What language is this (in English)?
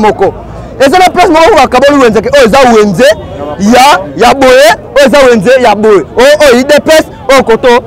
Lingala